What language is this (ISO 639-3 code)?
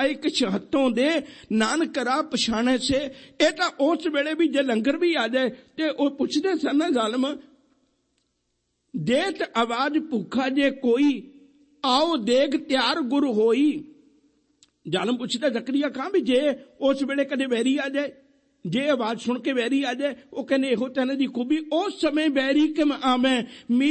pan